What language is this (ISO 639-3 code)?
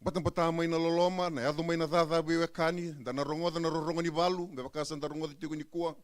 fij